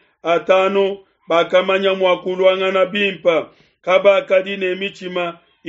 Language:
Luba-Lulua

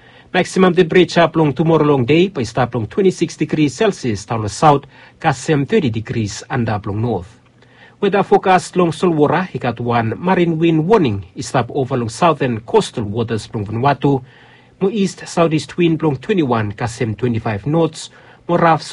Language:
Bislama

